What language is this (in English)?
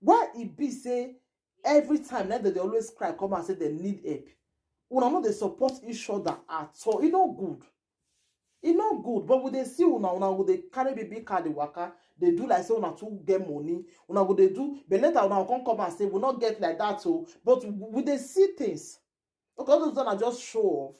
Nigerian Pidgin